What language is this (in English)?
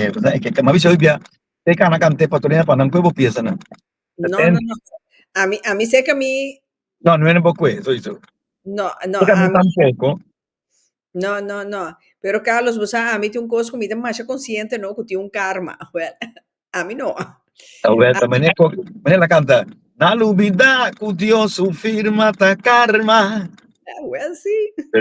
Papiamento